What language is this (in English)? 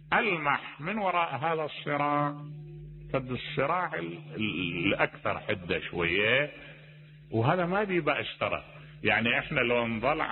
Mesopotamian Arabic